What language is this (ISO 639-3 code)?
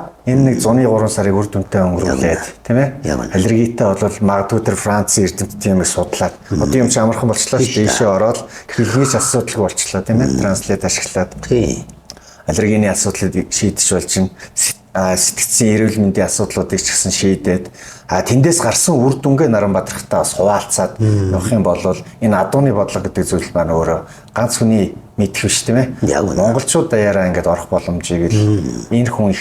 mon